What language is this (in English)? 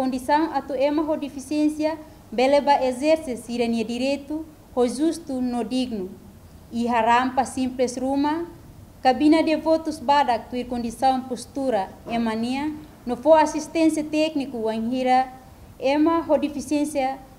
Tetum